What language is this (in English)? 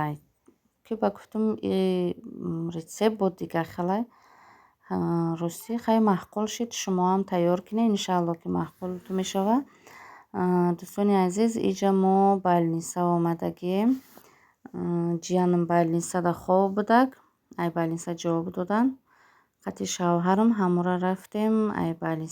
Tajik